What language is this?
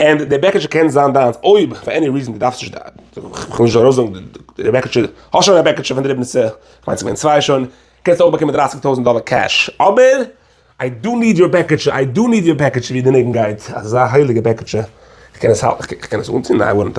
Yiddish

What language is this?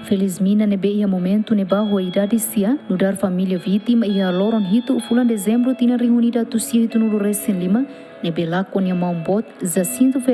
Tetum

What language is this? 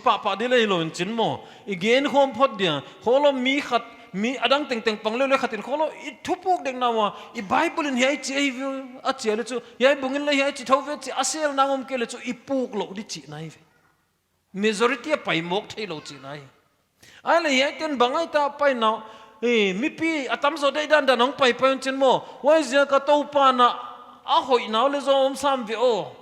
Paite Chin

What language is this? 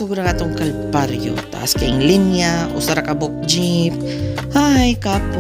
Cebuano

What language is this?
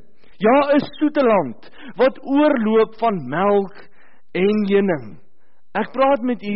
Afrikaans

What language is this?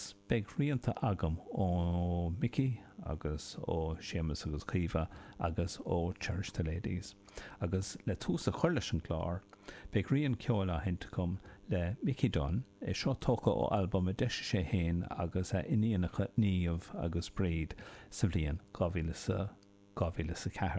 Irish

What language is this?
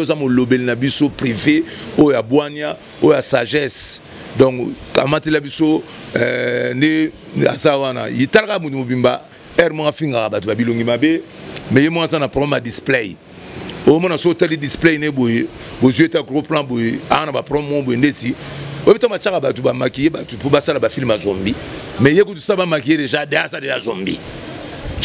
Lingala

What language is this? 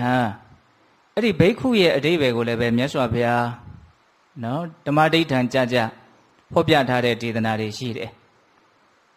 Burmese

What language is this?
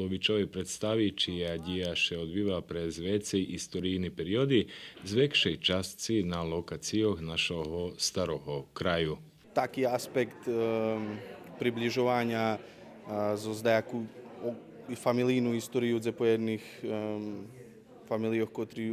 Rusyn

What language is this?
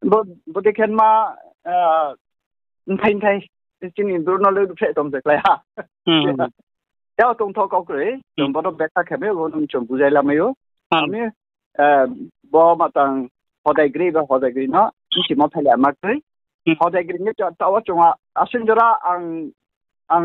Riang (India)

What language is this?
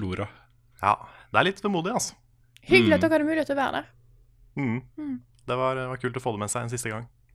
Norwegian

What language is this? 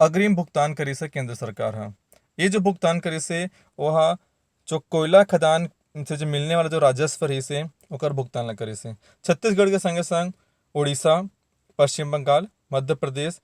Chhattisgarhi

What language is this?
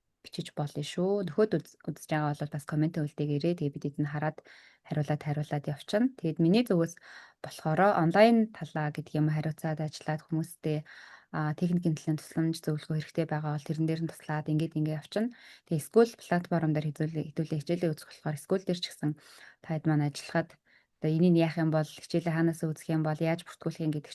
Mongolian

